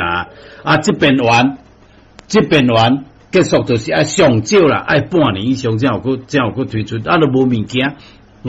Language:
Min Nan Chinese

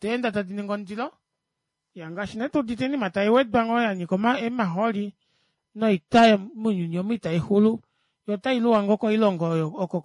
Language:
Kuanyama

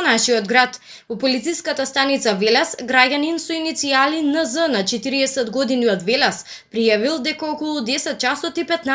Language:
Macedonian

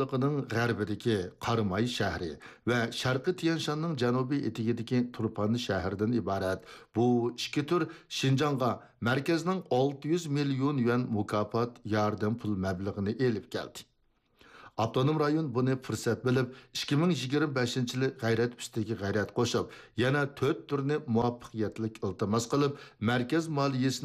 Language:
Uyghur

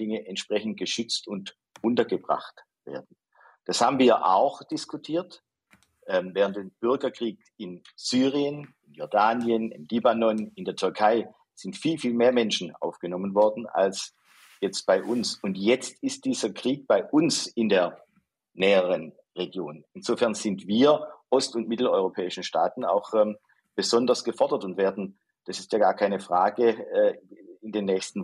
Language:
German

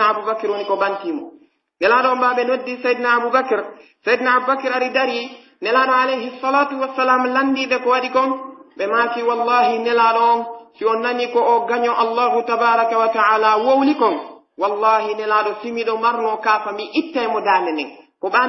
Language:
Pular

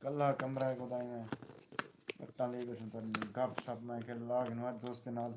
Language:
Saraiki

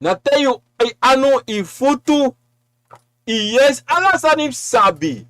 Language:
Sranan Tongo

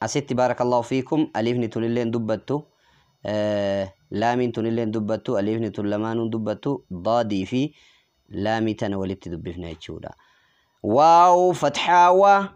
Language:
Oromo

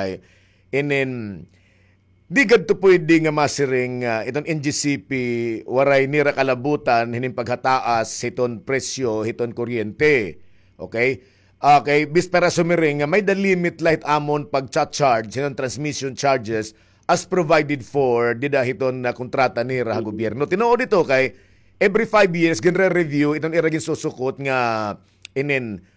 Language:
Waray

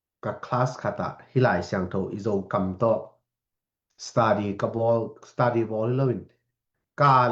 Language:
Tedim Chin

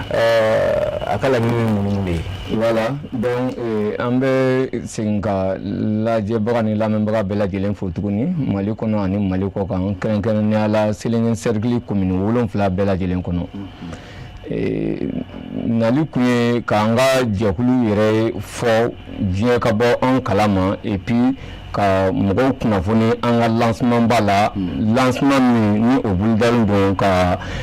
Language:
Bambara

